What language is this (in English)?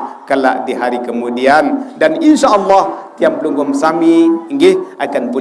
Sasak